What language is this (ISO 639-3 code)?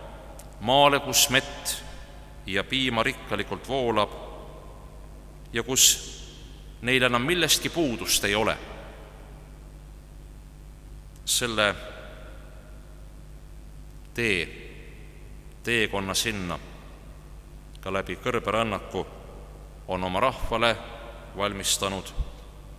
est